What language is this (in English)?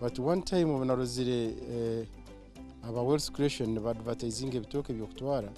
Nyankole